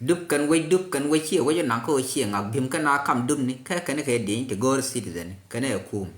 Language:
Nuer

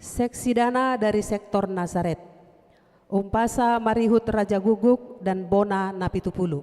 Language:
Batak Toba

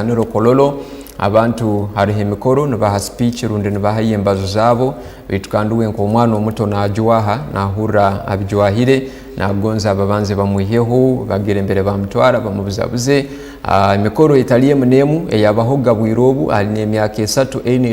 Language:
Tooro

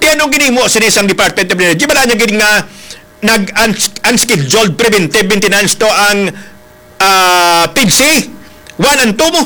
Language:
Hiligaynon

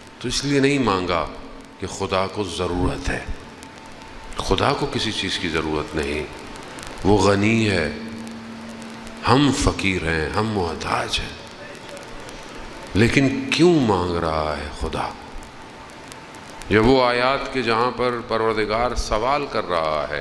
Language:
Urdu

